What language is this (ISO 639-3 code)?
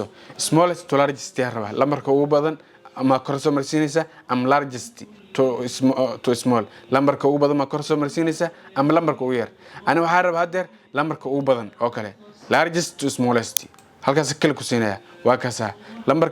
som